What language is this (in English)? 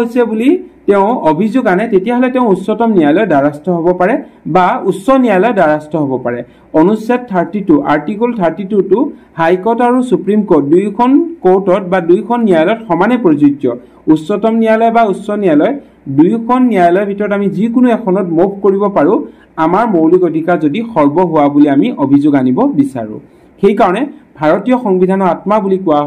Assamese